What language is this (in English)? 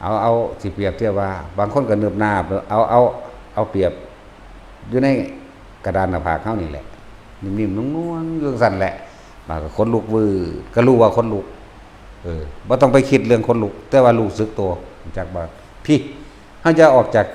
Northeastern Thai